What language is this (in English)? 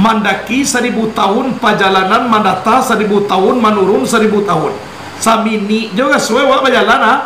Minangkabau